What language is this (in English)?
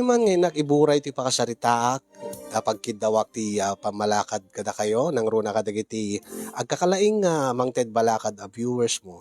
Iloko